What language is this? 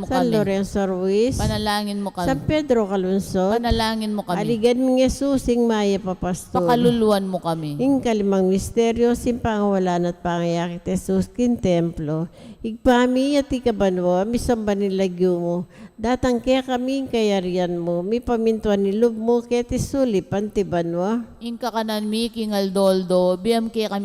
Pampanga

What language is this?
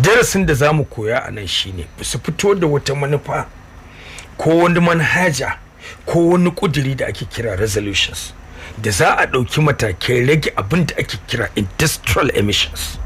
Hausa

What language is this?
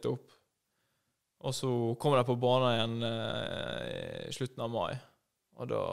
Norwegian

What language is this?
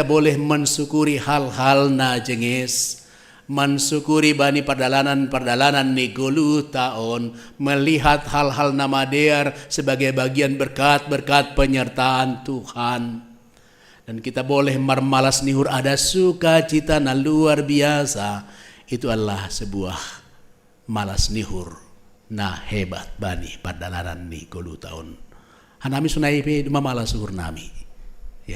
Batak Simalungun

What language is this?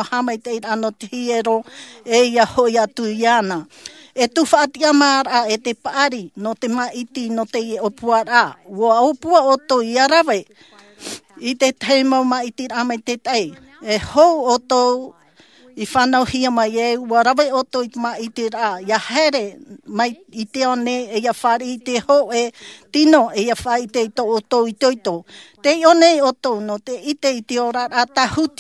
Tahitian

